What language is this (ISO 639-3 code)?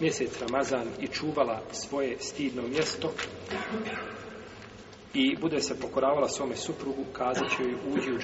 bos